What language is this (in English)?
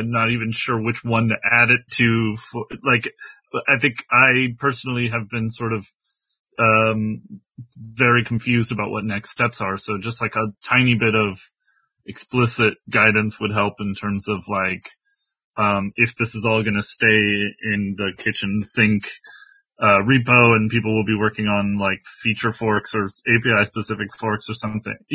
English